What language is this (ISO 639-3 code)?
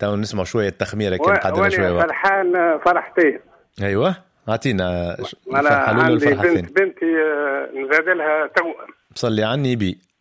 aeb